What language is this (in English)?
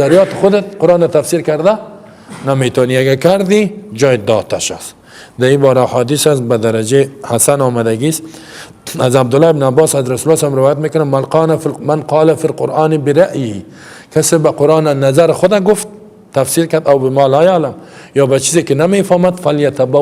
Persian